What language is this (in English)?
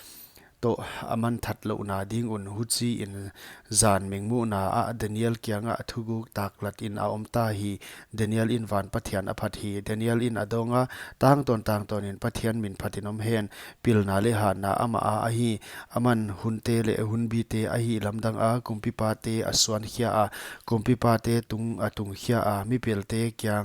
Paite Chin